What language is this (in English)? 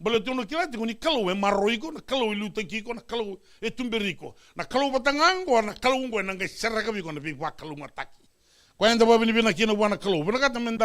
Fijian